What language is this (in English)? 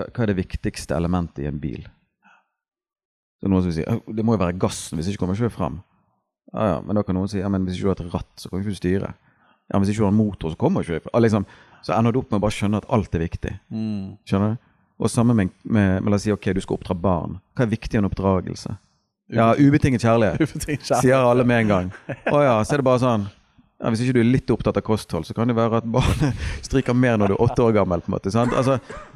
Norwegian